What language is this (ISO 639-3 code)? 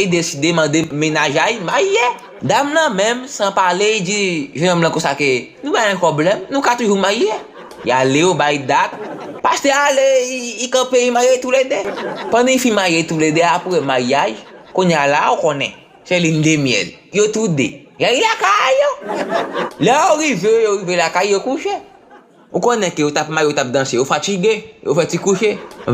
hat